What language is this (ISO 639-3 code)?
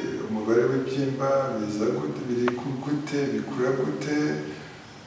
kin